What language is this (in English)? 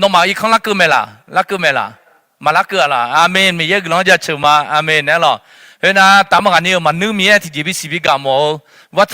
Akha